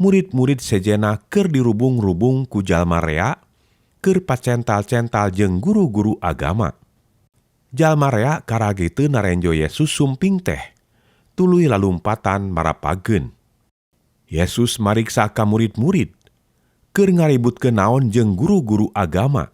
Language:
Sundanese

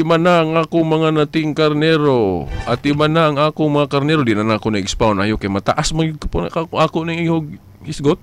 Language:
Cebuano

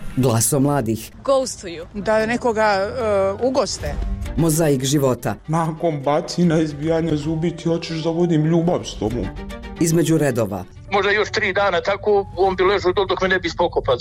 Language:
Bosnian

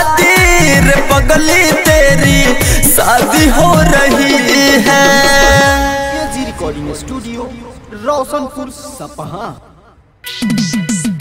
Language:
Bhojpuri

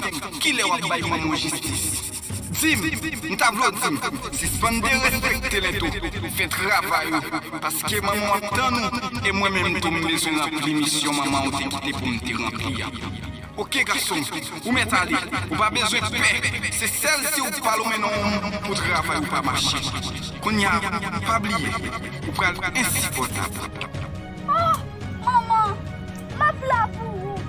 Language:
Haitian Creole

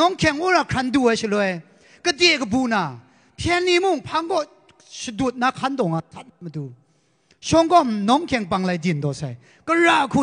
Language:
Kachin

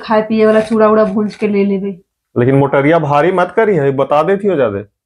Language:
Magahi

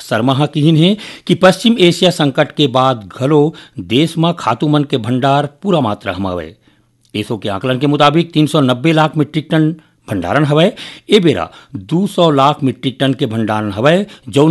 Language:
Chhattisgarhi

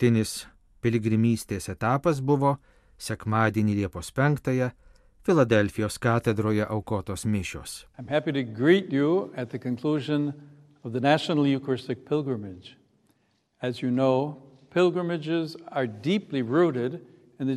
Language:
Lithuanian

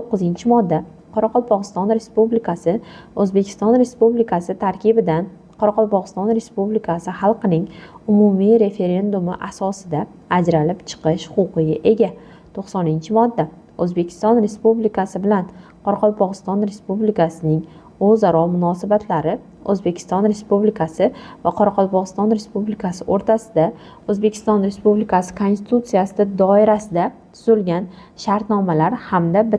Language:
Uzbek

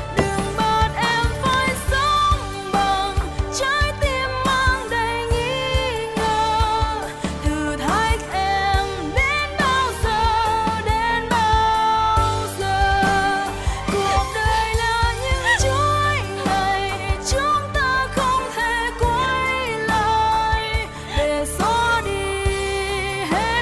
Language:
Vietnamese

